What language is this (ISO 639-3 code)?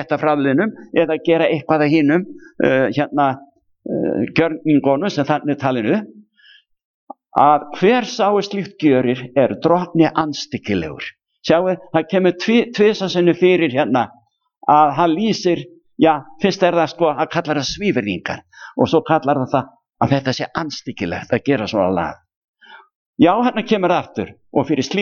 isl